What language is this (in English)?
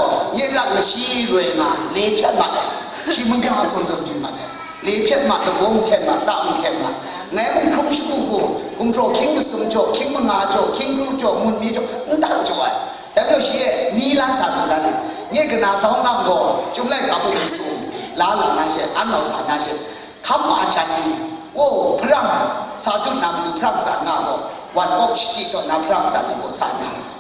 Kachin